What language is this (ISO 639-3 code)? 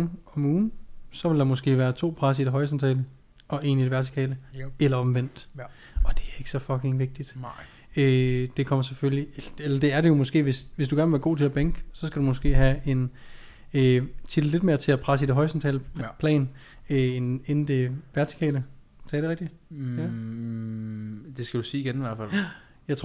dan